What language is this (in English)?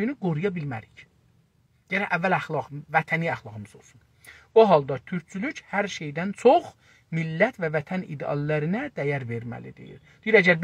South Azerbaijani